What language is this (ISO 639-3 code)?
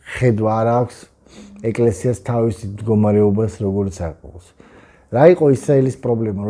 kat